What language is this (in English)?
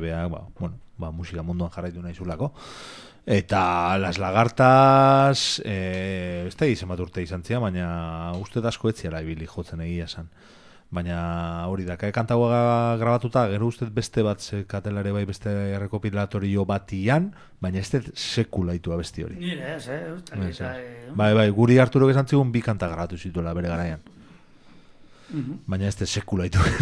Basque